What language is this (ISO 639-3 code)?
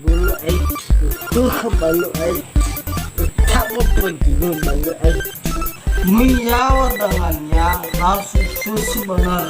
nia